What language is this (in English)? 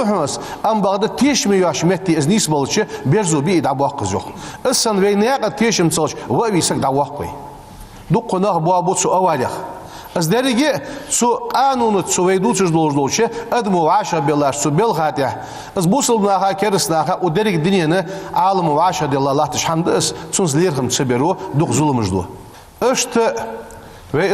Ingush